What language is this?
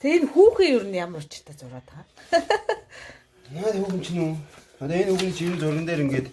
Mongolian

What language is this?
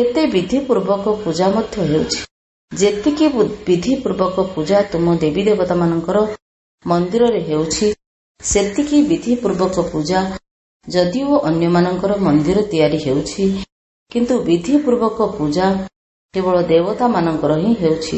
Odia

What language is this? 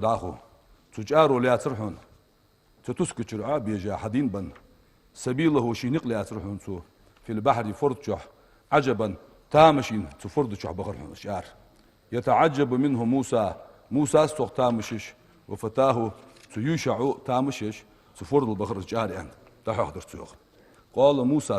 Ingush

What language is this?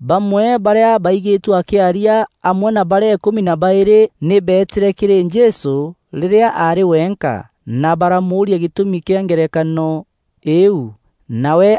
Meru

